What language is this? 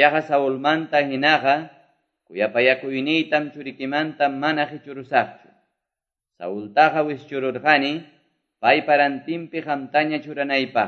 Quechua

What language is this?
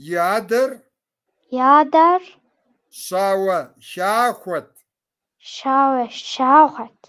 Kabardian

